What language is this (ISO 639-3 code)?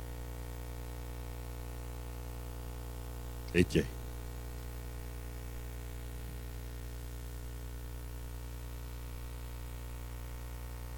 afr